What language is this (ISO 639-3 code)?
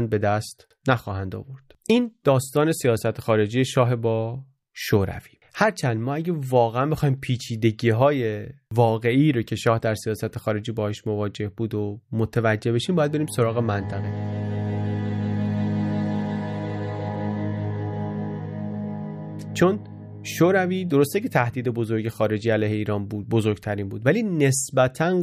fas